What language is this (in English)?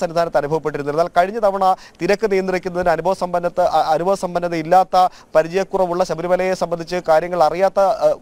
Malayalam